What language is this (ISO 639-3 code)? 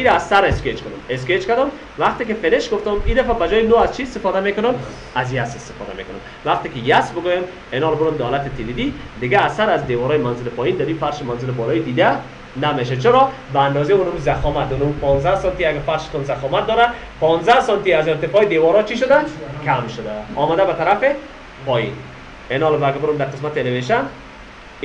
fas